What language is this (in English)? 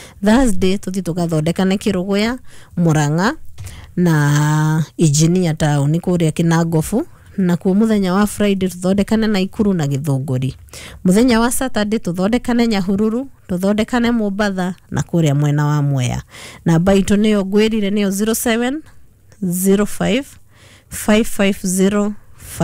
Kikuyu